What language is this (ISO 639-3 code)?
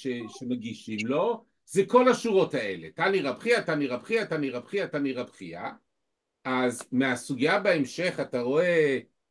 heb